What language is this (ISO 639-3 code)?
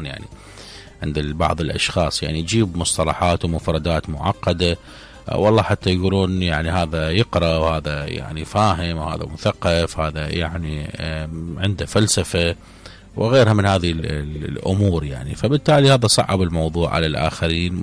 acm